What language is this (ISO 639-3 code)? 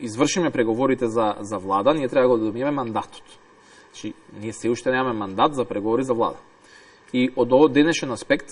mkd